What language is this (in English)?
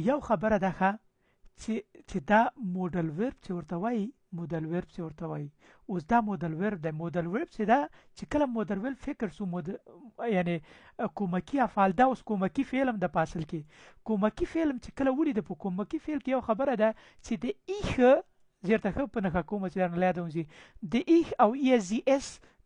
Pashto